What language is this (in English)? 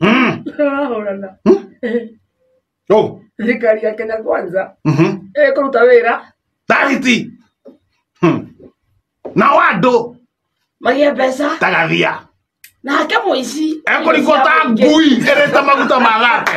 Kikuyu